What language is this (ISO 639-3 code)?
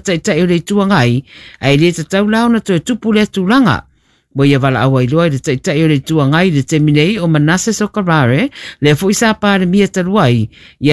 smo